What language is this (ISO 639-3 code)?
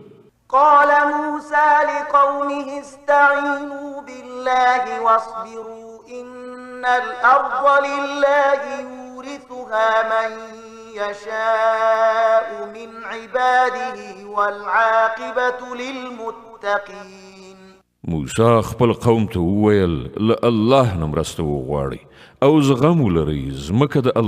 pus